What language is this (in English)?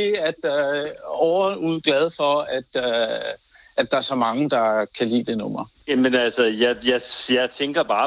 Danish